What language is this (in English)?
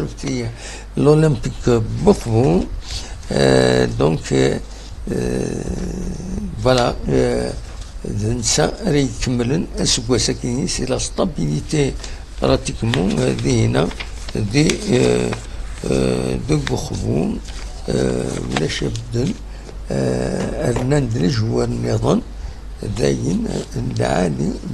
Kabyle